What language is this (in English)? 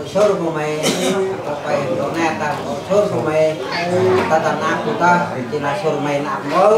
Central Mnong